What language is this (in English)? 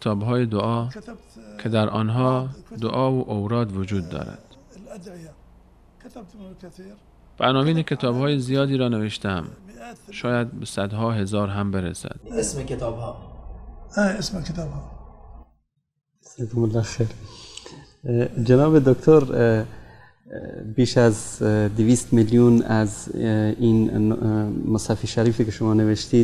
Persian